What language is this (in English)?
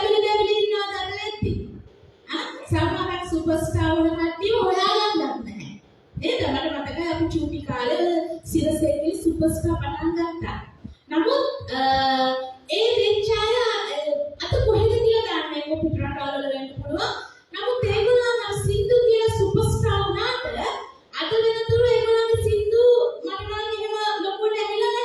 Sinhala